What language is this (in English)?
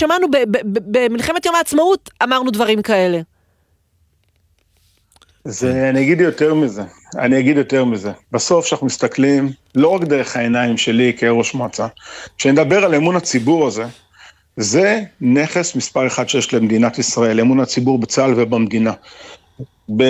Hebrew